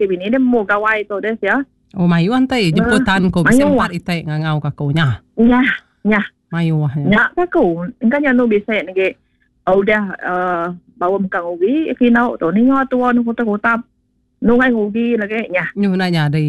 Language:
Iban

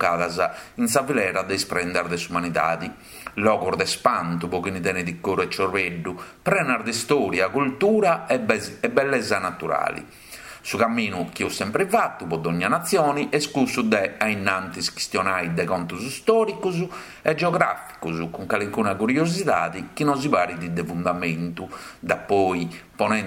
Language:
Sardinian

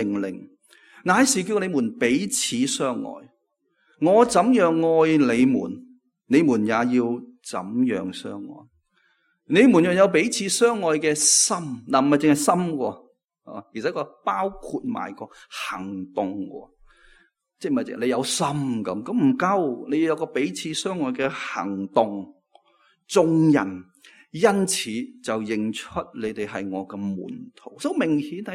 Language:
Cantonese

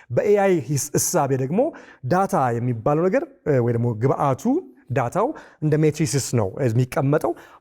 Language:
Amharic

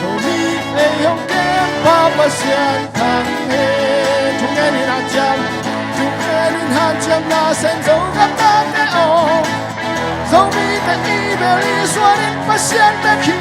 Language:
Tedim Chin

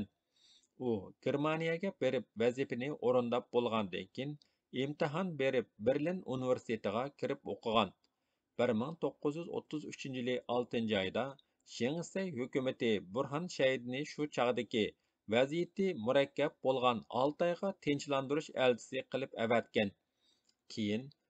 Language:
Uyghur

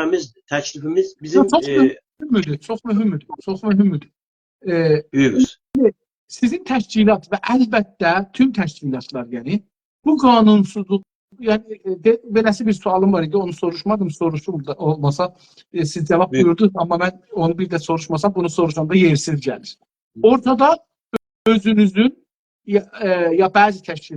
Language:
South Azerbaijani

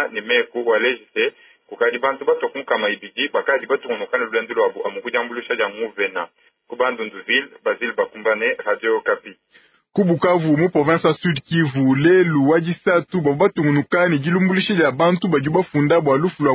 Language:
Luba-Lulua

